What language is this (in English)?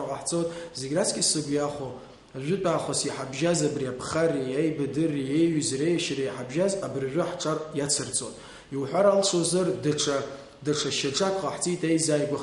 Abkhazian